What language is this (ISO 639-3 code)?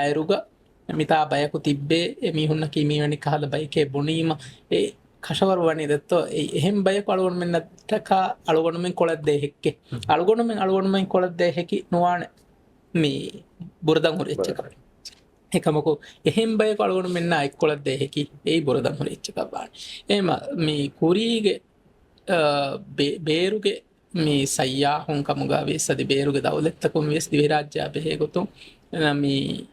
div